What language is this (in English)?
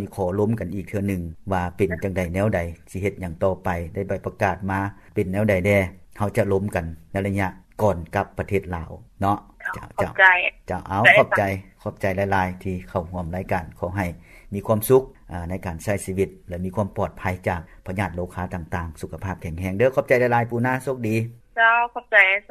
Lao